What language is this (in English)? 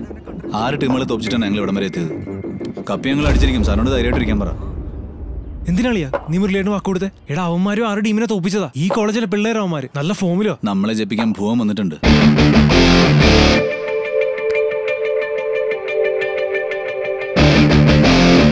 Malayalam